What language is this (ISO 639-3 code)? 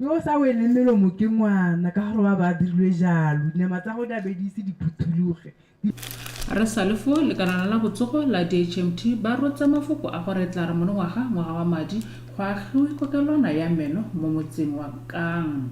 tsn